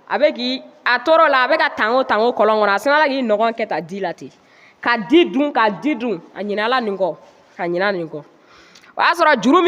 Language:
Bambara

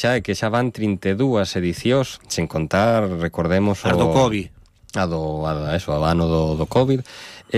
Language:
Galician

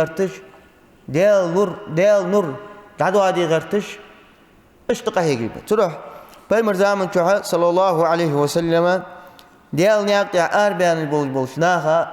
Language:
Ingush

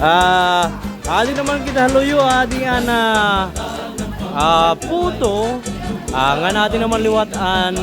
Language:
Waray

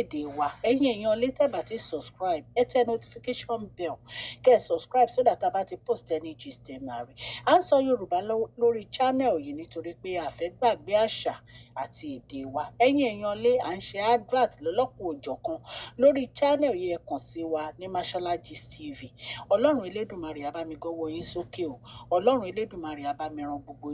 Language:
Yoruba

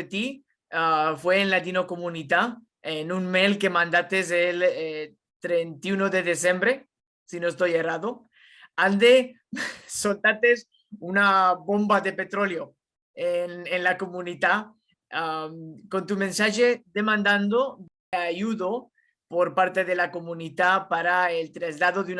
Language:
Ladino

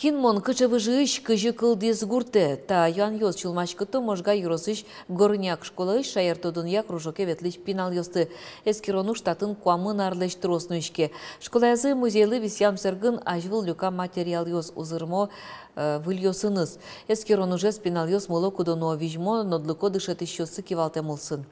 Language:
Udmurt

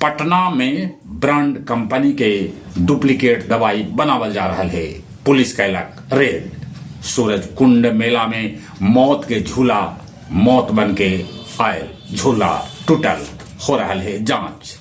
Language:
Magahi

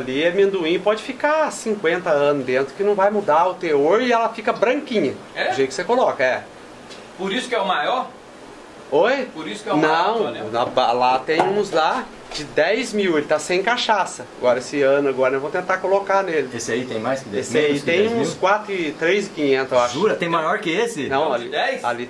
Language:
Portuguese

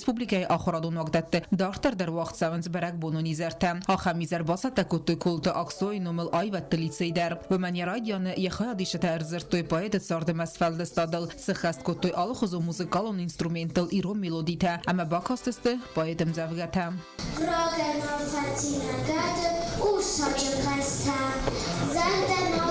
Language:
Ossetic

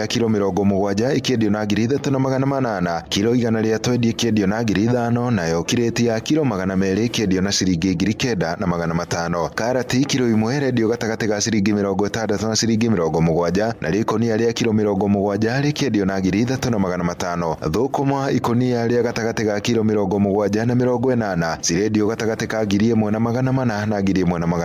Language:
Kikuyu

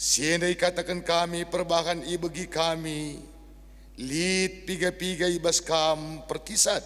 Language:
Batak Karo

